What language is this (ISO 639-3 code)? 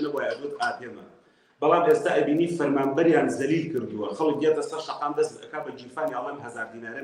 ckb